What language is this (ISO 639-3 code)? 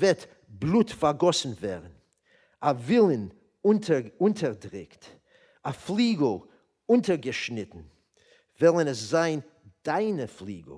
yid